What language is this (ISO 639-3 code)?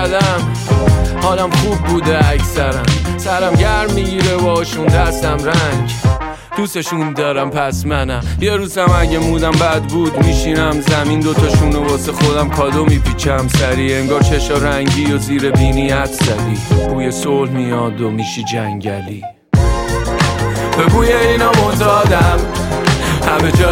fas